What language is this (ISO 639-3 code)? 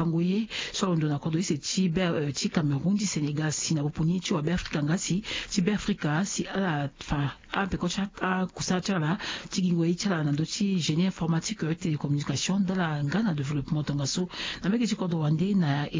sag